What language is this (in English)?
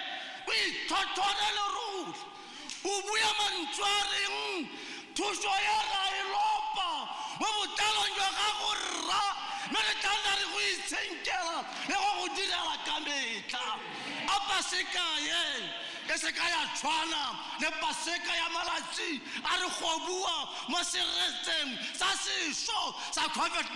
Tswana